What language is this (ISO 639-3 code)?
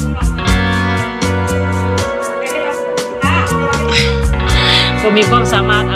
lao